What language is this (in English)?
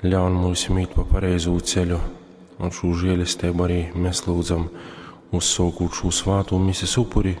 Latgalian